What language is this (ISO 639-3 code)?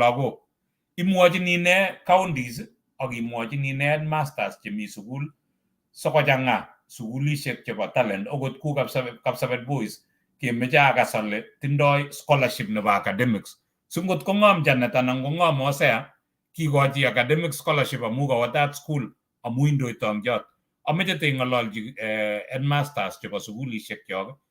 kln